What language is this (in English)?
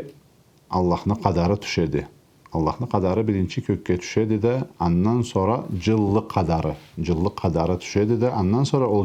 Karachay-Balkar